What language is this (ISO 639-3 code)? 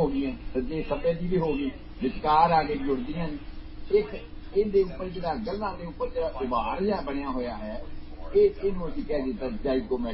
pan